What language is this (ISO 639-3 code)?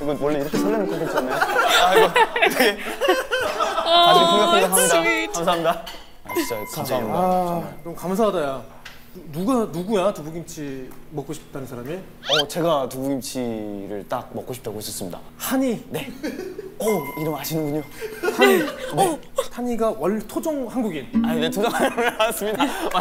kor